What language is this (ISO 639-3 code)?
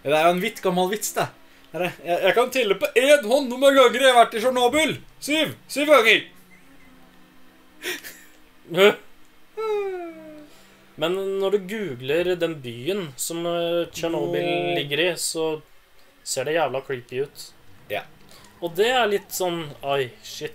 nor